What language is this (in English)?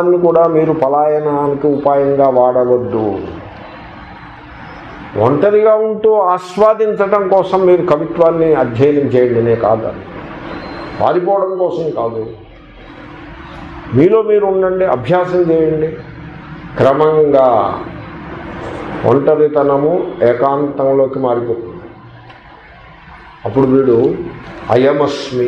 Telugu